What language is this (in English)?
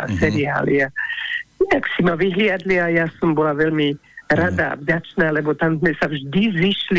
Slovak